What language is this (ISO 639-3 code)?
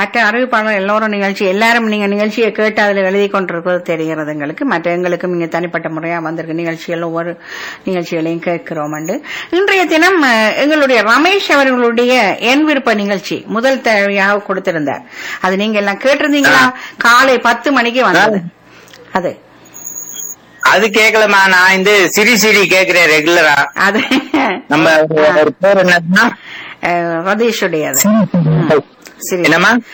tam